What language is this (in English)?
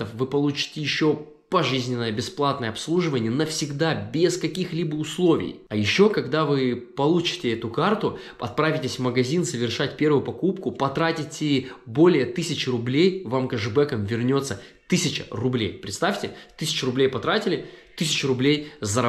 Russian